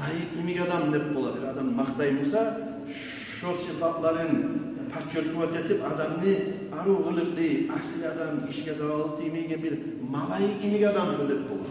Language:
Kumyk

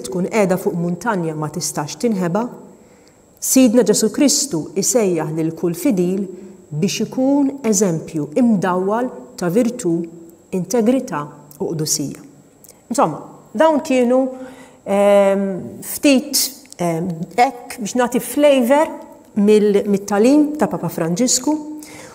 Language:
Maltese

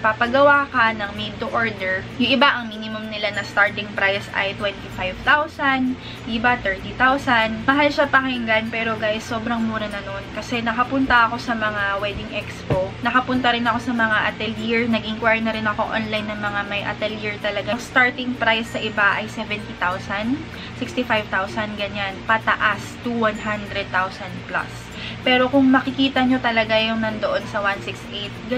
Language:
Filipino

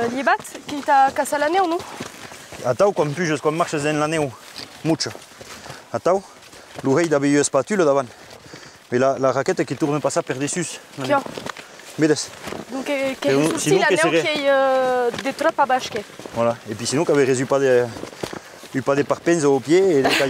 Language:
Occitan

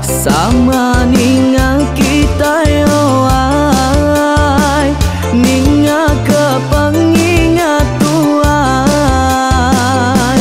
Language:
Iban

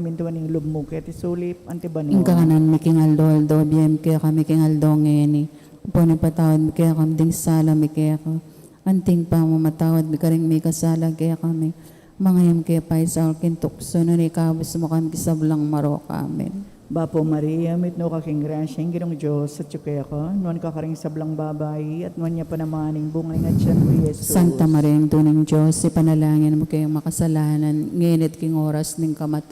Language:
Pampanga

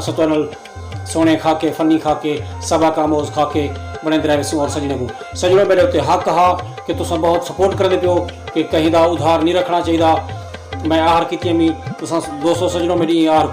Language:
Saraiki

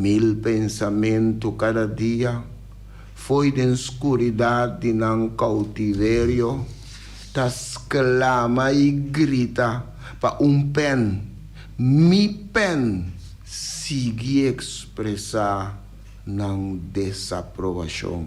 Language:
Papiamento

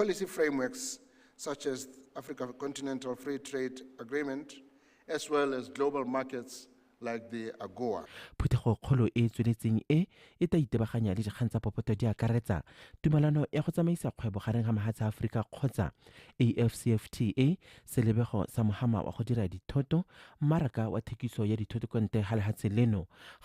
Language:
Tswana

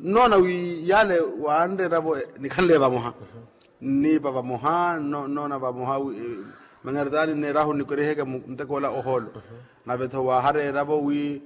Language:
Makhuwa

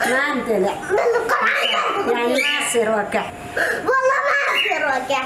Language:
Mesopotamian Arabic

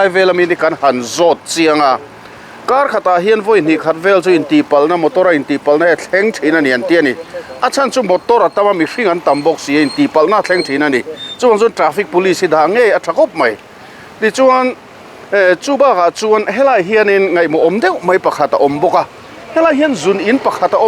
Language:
Mizo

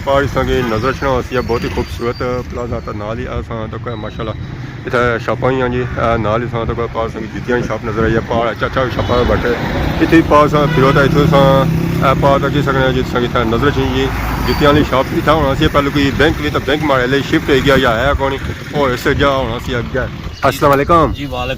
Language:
Pahari-Potwari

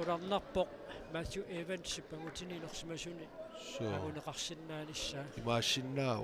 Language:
Kalaallisut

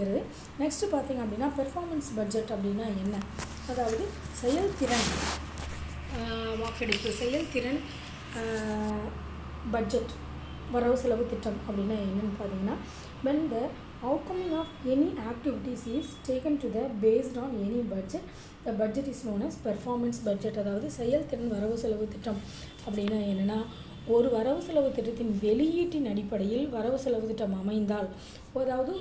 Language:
Tamil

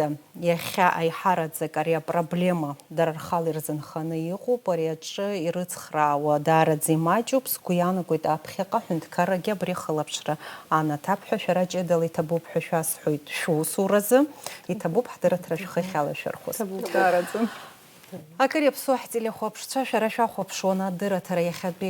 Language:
Abkhazian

